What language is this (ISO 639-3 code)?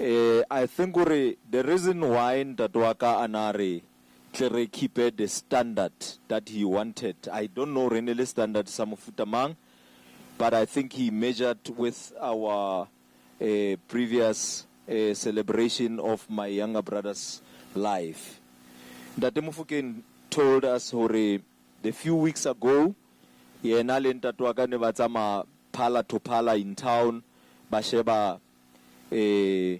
sot